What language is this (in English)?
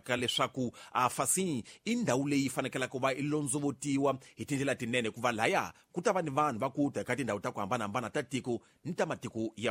Tsonga